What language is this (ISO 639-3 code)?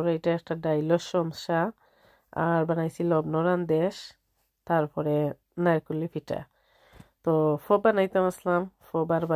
syl